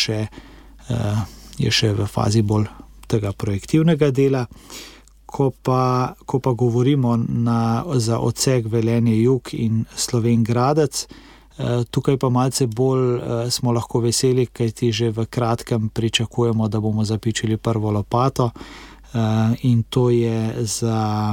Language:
Slovenian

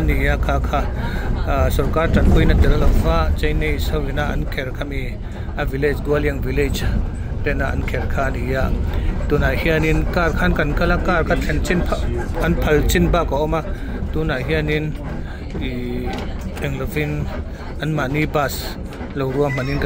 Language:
Mizo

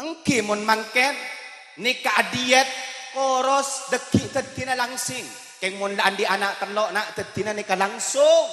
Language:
Madurese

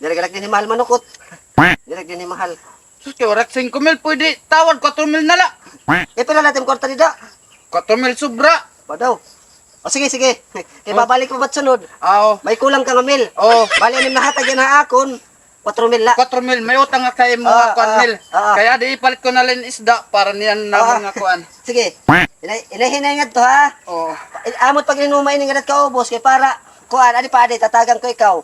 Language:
Waray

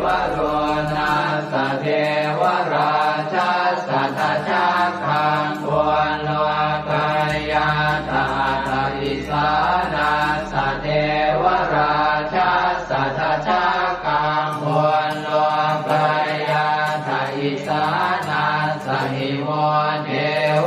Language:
Pali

